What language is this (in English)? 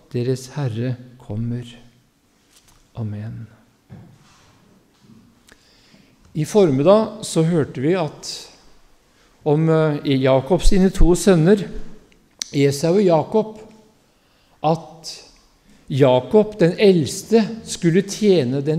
Norwegian